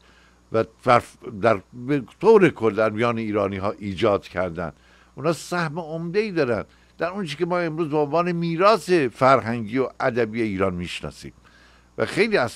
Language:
Persian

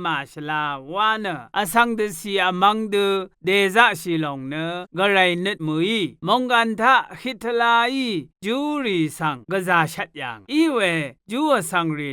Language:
Rawang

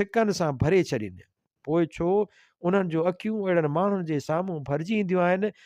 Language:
Sindhi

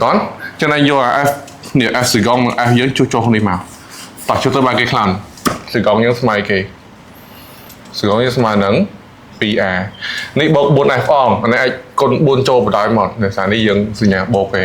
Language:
Khmer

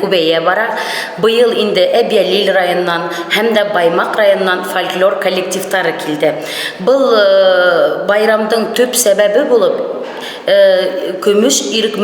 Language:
Bashkir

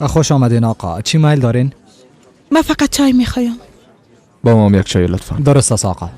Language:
Persian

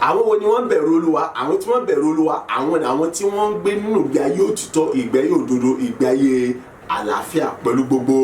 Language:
Yoruba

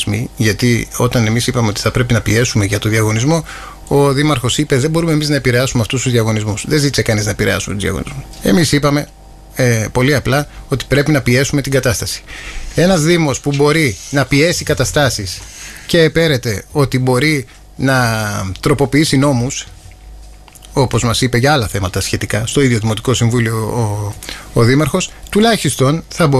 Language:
Greek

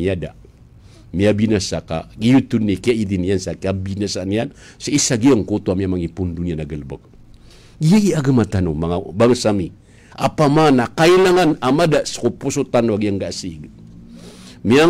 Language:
Maranao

